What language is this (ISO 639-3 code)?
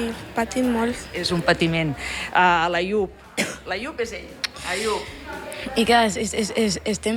cat